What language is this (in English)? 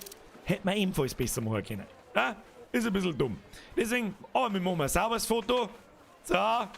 Bavarian